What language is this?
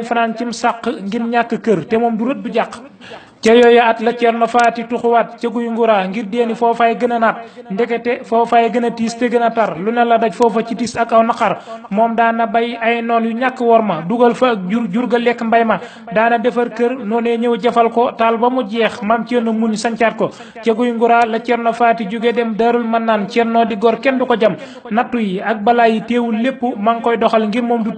Wolof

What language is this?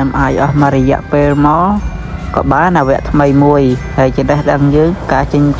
Khmer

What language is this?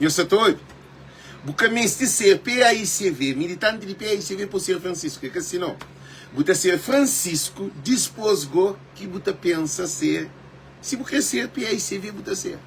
Kabuverdianu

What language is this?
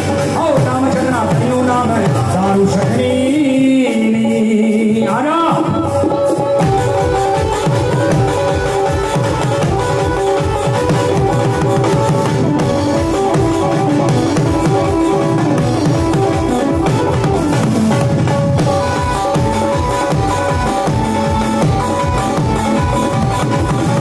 Punjabi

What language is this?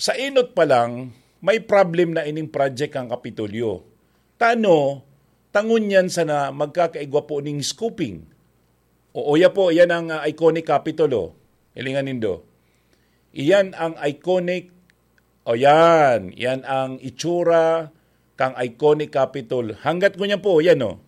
Bikol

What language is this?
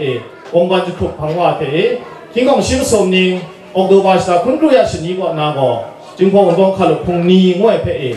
Kachin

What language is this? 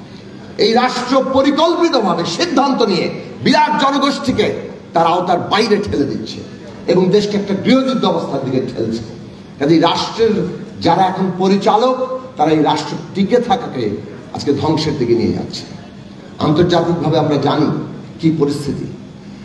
Bangla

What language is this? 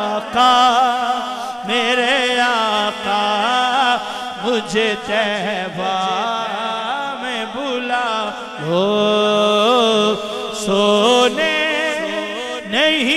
Urdu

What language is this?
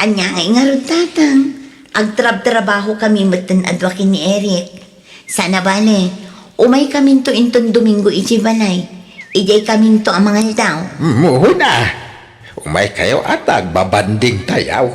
Iloko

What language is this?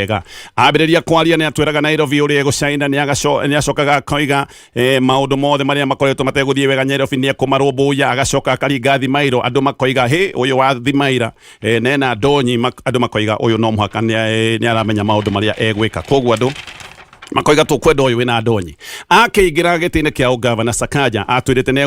Kikuyu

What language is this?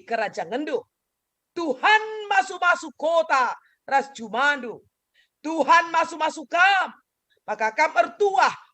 Batak Karo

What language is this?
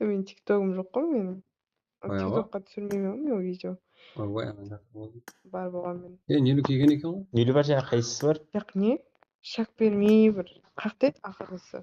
Kara-Kalpak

